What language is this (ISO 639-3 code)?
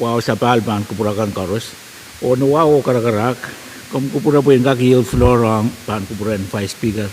pon